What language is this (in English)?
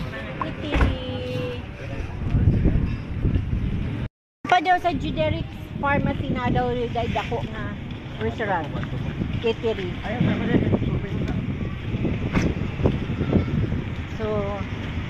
Cebuano